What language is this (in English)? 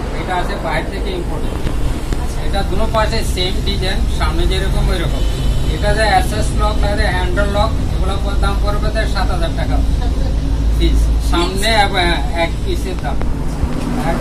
Bangla